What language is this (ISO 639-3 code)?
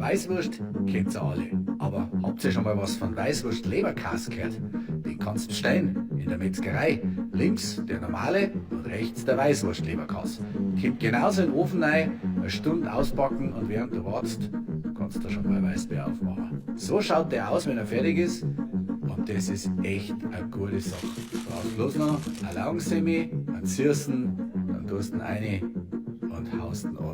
bar